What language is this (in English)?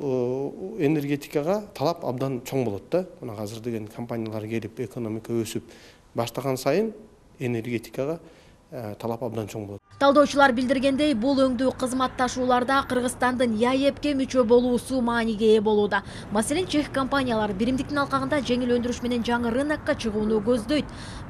Kyrgyz